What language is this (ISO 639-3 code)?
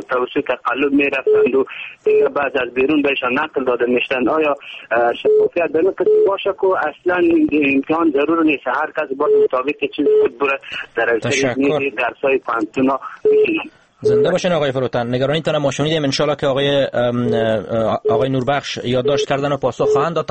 fas